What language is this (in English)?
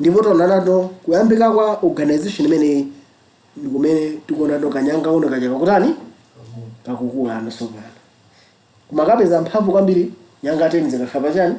Nyanja